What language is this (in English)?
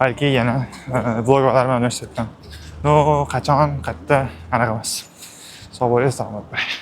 Uzbek